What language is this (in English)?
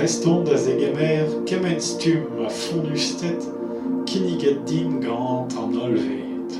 Breton